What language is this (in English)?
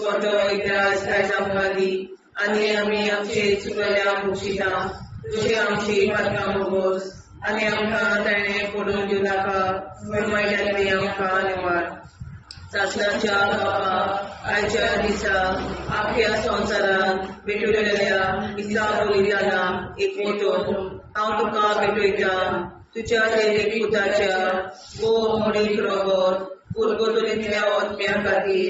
Konkani